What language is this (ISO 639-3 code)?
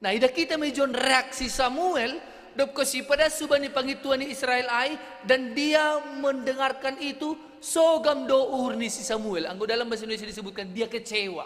bts